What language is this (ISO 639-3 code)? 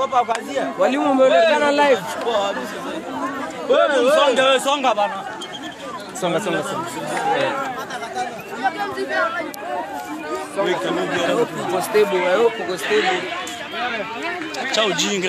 swa